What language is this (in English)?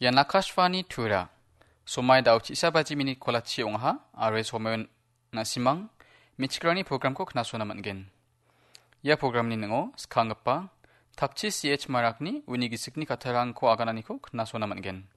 Garo